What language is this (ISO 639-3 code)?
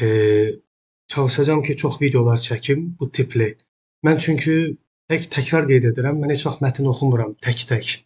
aze